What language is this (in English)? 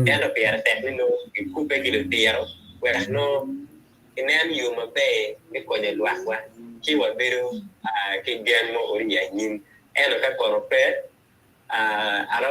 Acoli